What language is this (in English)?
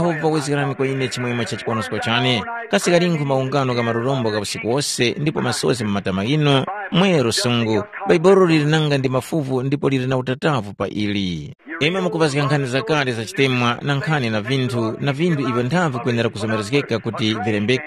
Tumbuka